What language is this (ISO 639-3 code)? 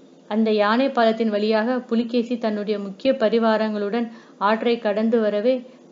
tam